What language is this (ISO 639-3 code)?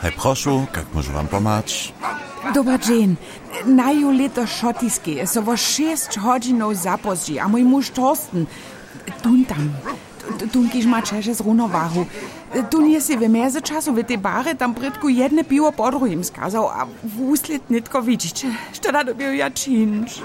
hsb